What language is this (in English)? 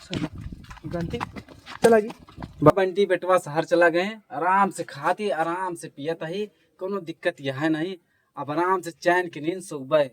Awadhi